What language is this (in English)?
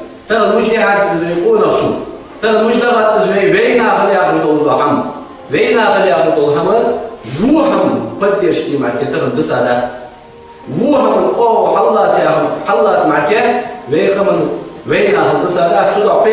Ingush